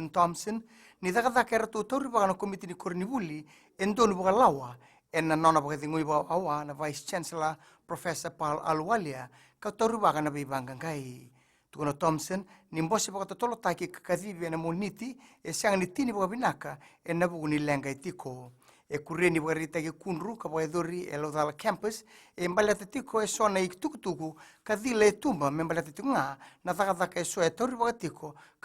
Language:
Fijian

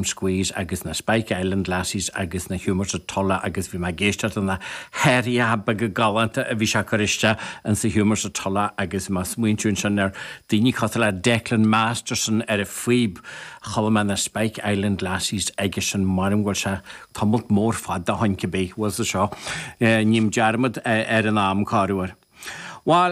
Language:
Irish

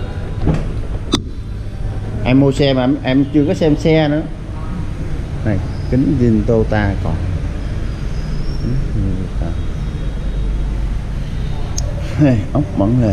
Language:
Vietnamese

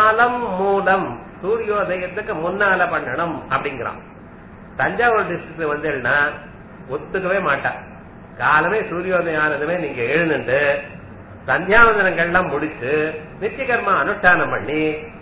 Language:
Tamil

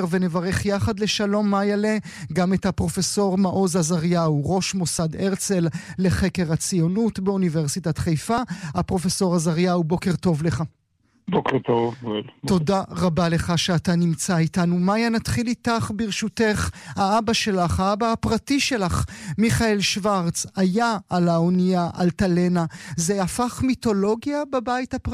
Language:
Hebrew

